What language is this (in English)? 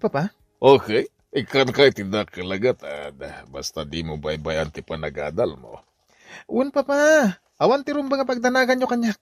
Iloko